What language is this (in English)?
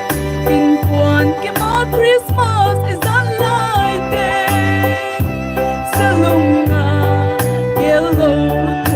Paite Chin